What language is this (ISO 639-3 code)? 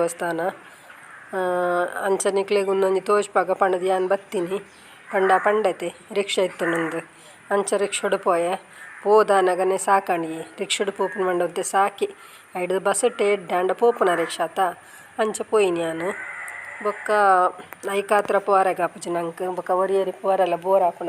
tcy